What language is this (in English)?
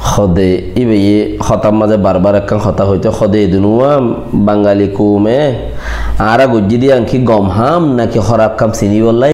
Rohingya